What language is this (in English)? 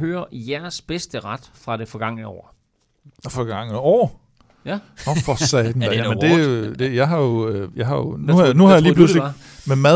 Danish